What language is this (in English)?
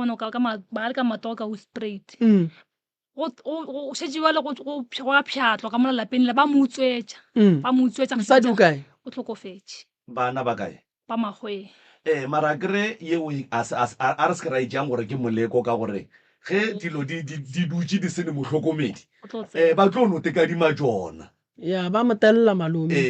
Northern Sotho